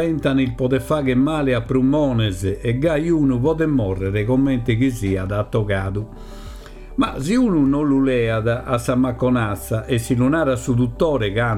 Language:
Sardinian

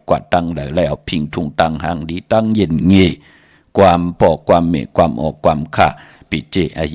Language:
Shan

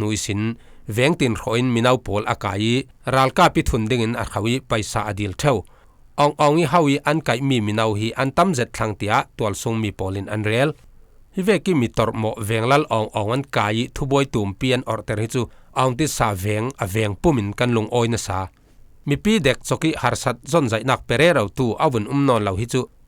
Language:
Falam Chin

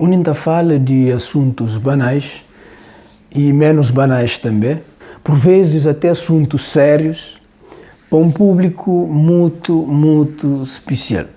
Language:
Kabuverdianu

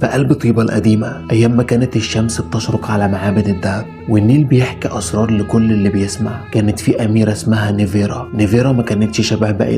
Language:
Egyptian Arabic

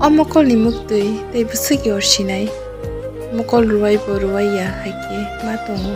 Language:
Kok Borok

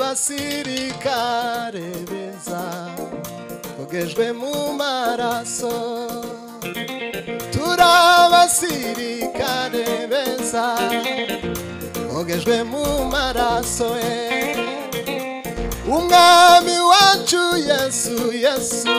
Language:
Kinyarwanda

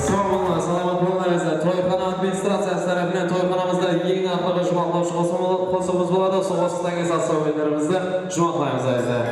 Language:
Kara-Kalpak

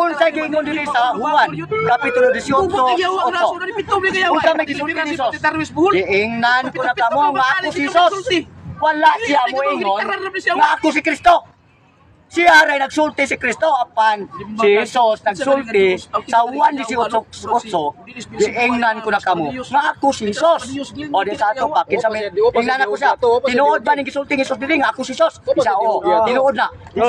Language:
Cebuano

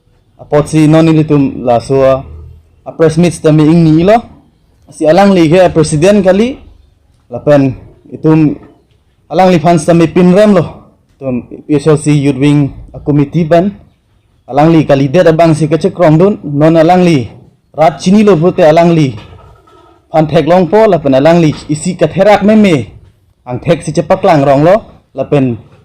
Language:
Karbi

